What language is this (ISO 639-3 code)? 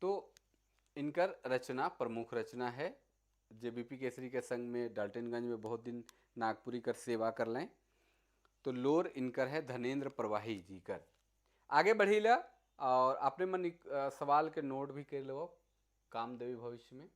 sck